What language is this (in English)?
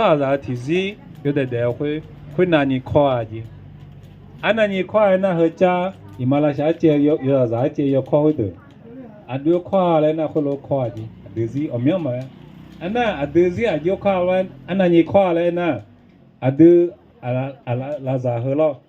Akha